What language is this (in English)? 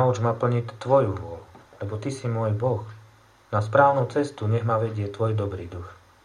Slovak